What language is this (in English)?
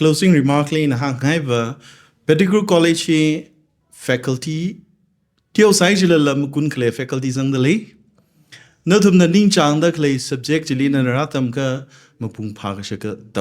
Tangkhul Naga (India)